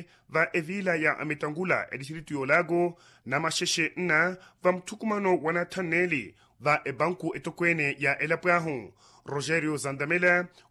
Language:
Makhuwa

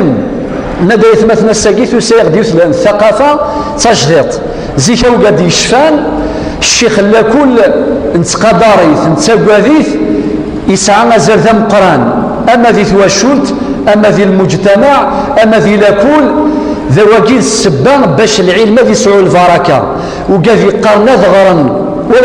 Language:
Kabyle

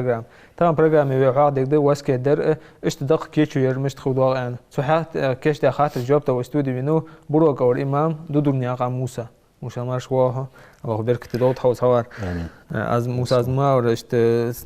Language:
Ingush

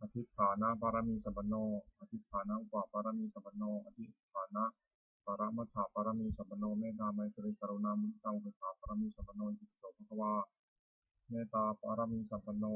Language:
Pali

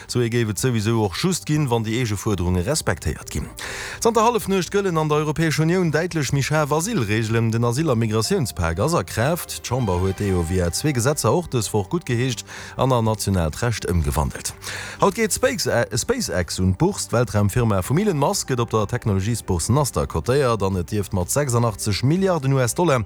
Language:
Luxembourgish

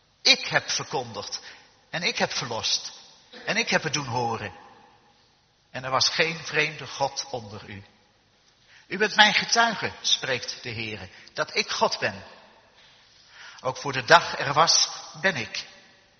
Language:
Dutch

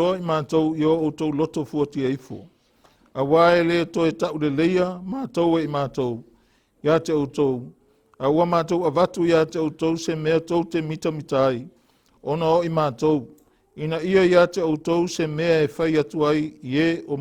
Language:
Samoan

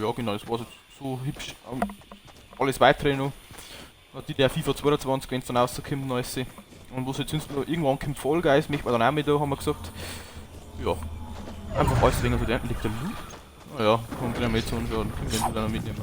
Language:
Bavarian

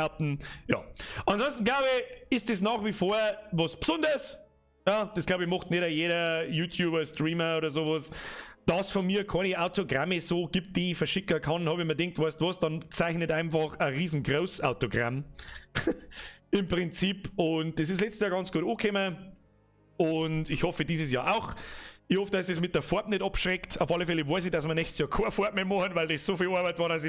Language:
Bavarian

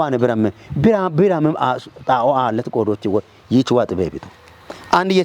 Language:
Kafa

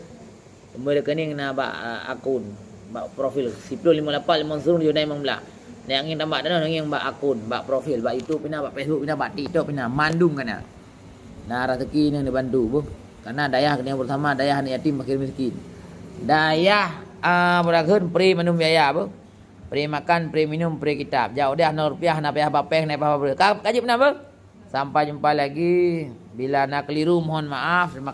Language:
Achinese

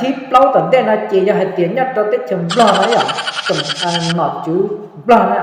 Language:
Hmong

